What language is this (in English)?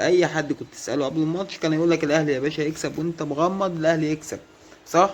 Egyptian Arabic